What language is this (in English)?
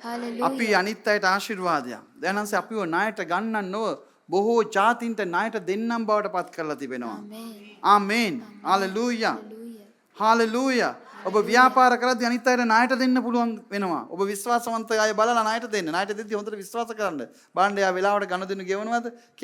Sinhala